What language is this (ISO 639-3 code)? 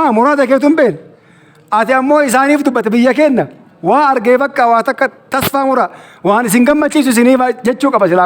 orm